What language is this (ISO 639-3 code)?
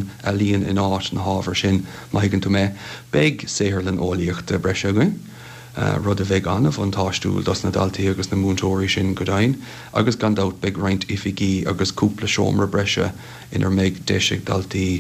gle